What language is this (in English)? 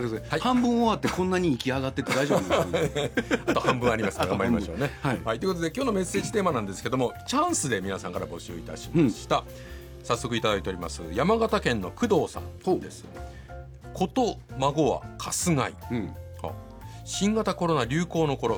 Japanese